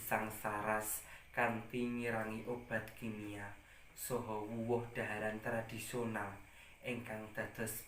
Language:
Javanese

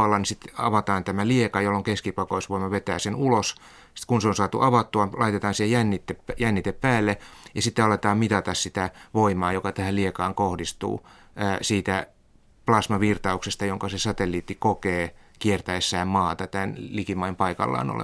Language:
Finnish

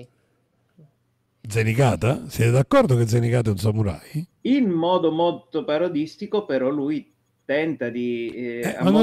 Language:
Italian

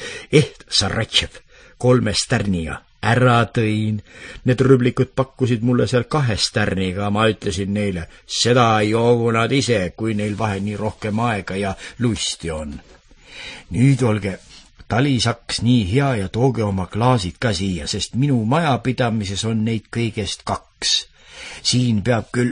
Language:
Estonian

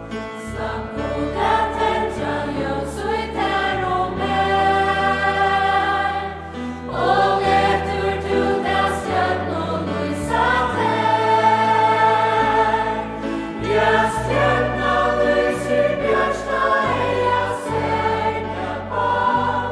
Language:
Faroese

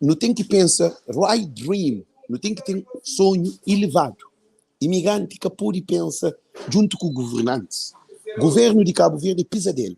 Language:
Kabuverdianu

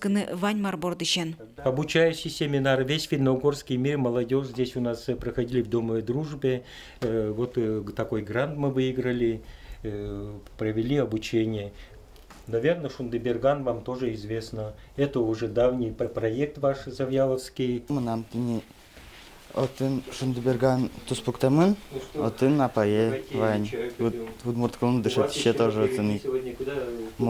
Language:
Udmurt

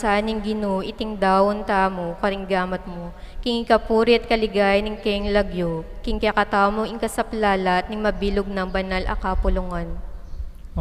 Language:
Pampanga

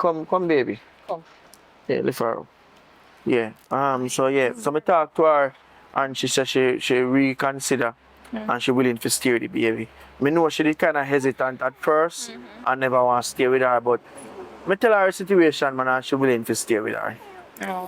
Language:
Jamaican Creole English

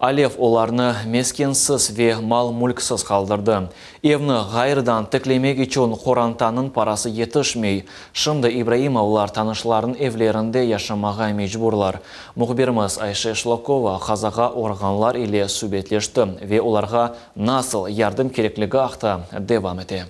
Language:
Crimean Tatar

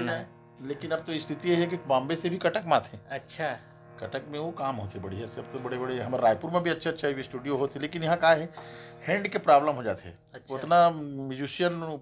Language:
Chhattisgarhi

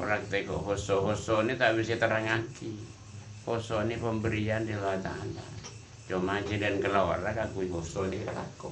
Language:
Madurese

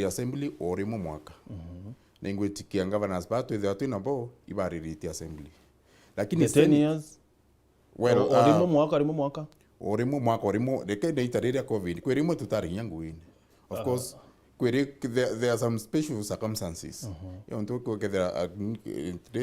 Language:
Meru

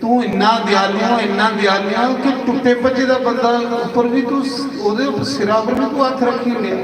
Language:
Dogri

